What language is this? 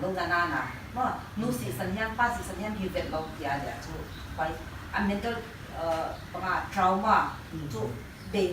Paite Chin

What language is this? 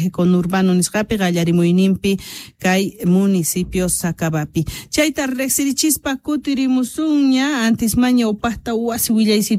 Quechua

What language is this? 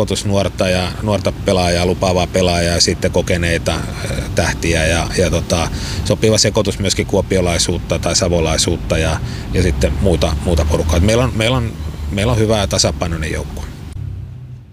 Finnish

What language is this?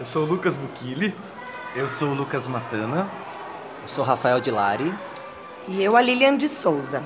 Portuguese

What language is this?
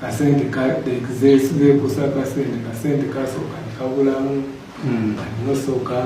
Ganda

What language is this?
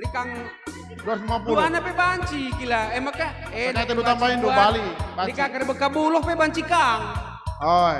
Batak Karo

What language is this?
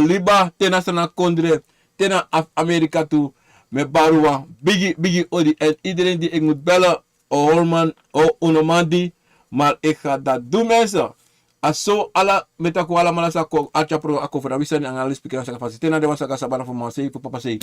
Sranan Tongo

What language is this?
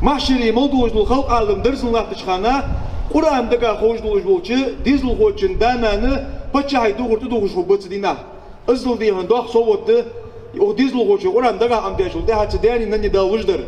Ingush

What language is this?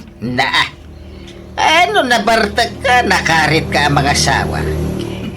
Iloko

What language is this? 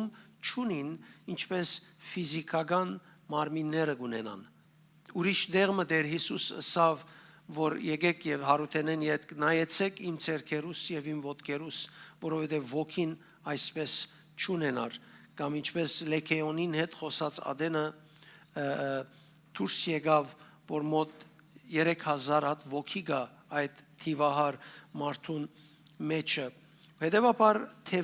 Western Armenian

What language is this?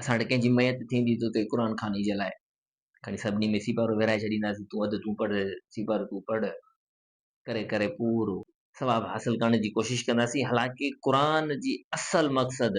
Sindhi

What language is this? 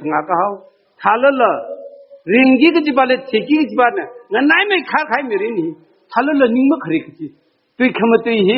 Tangkhul Naga (India)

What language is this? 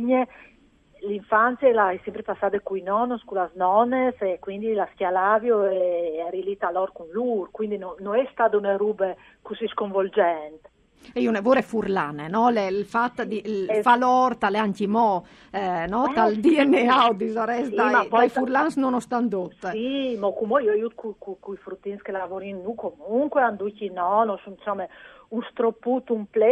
Friulian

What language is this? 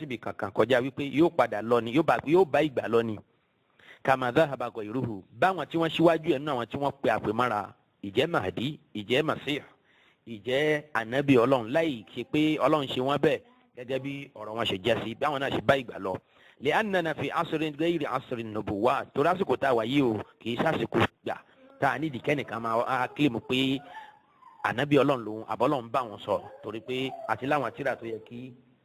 Yoruba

